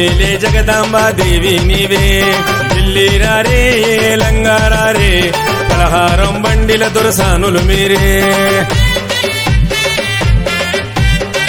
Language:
Telugu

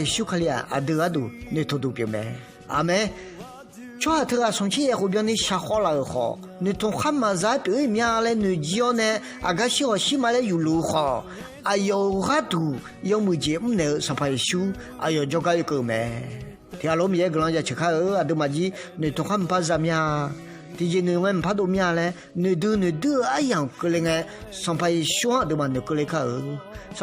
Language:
Akha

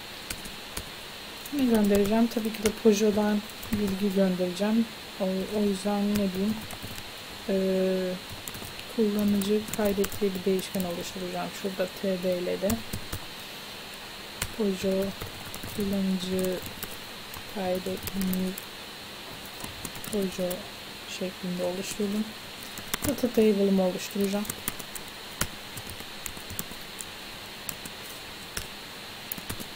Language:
Turkish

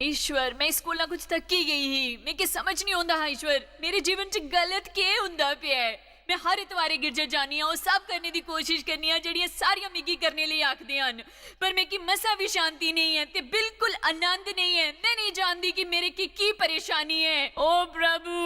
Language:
Dogri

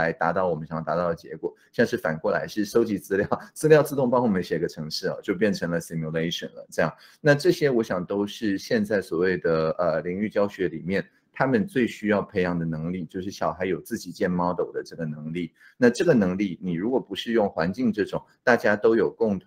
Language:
Chinese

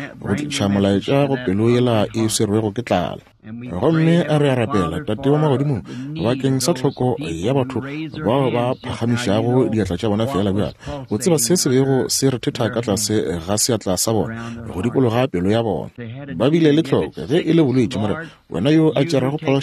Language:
Northern Sotho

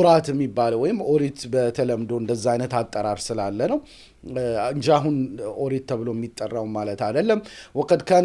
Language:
Amharic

